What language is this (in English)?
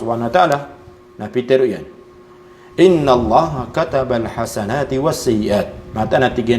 Maranao